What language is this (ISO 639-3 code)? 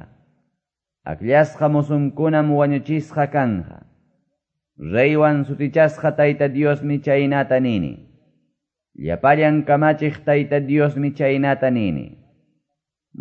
que